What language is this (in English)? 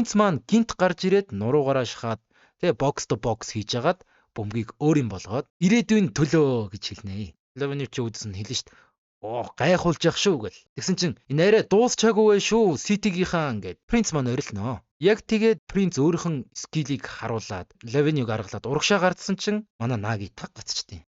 Mongolian